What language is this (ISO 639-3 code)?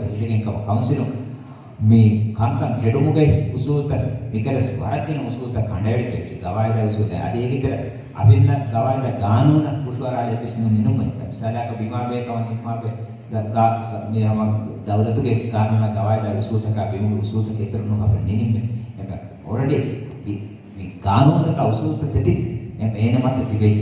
div